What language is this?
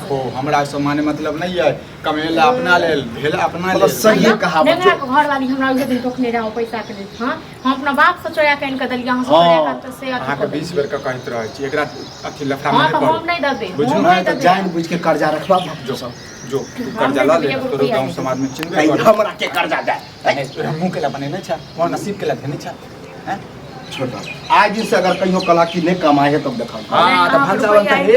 Maithili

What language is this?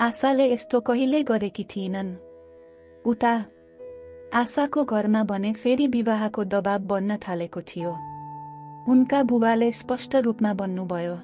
Nepali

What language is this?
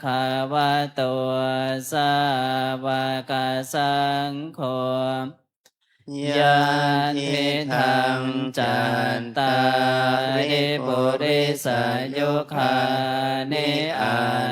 Pali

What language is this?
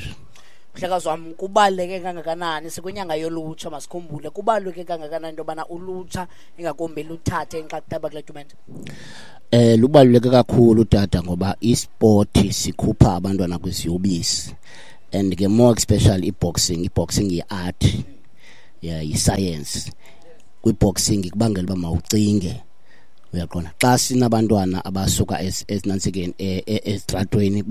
Xhosa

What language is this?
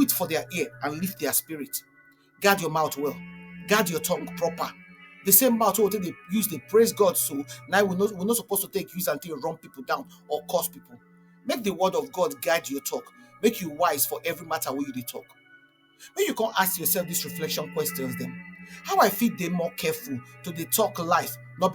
Nigerian Pidgin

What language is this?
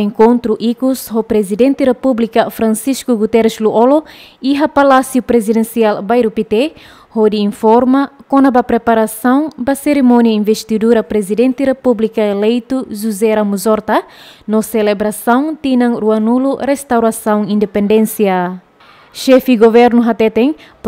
Tetum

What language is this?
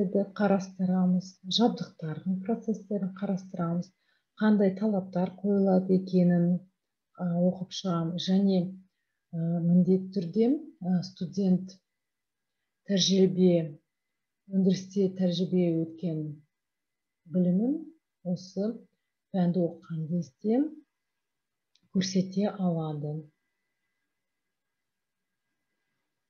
Kazakh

